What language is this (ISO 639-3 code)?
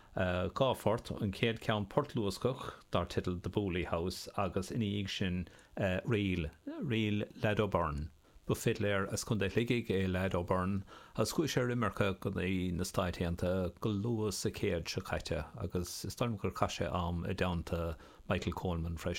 gle